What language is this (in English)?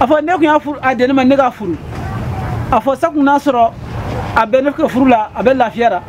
Bambara